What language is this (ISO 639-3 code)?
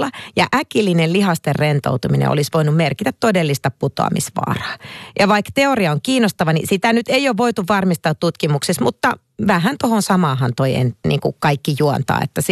fin